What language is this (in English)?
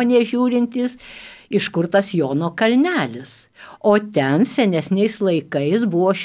Lithuanian